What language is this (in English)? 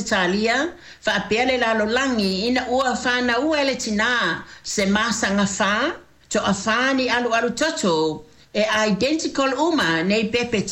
Samoan